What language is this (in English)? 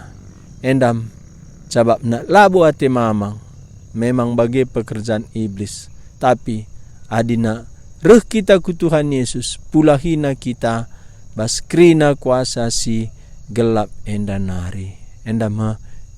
Batak Karo